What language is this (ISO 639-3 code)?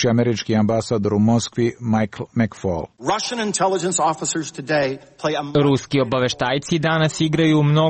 srp